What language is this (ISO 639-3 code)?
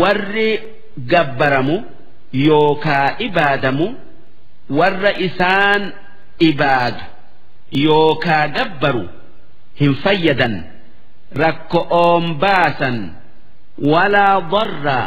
orm